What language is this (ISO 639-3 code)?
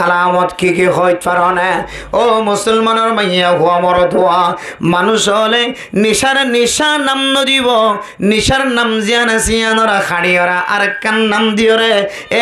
rhg